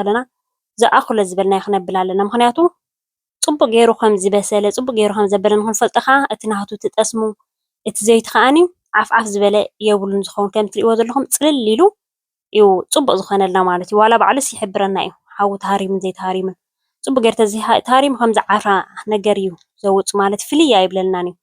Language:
Tigrinya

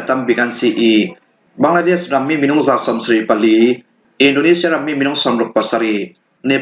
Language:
Falam Chin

